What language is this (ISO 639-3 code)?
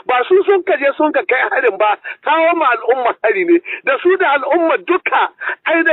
hau